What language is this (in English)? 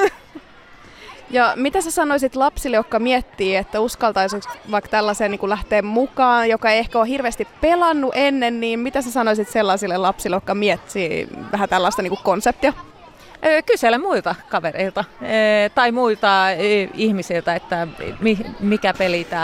Finnish